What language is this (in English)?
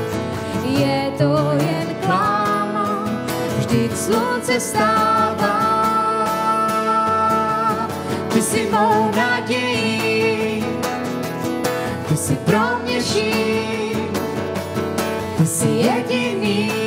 Czech